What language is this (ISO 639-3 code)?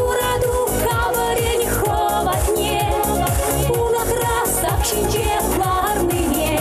chv